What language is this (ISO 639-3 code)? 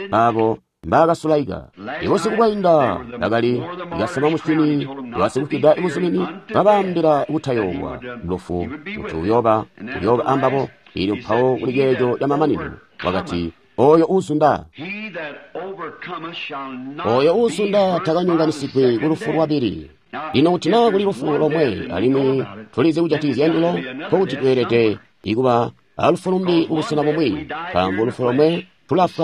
toi